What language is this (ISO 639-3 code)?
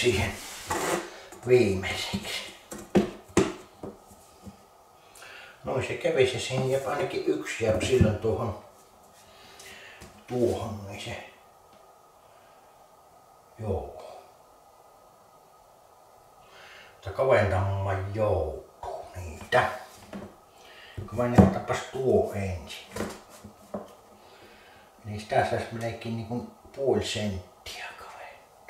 fin